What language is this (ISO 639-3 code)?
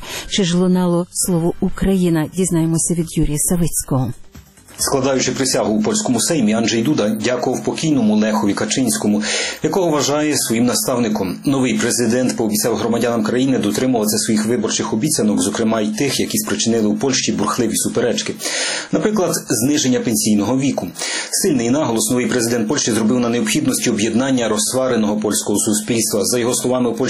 ukr